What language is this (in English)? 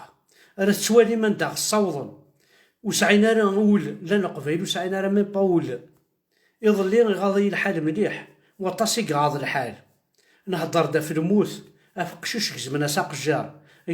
Kabyle